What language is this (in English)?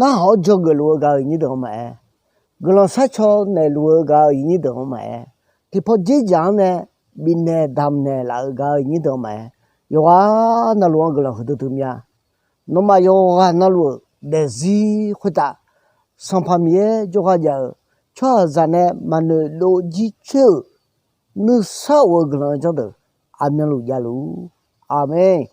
Akha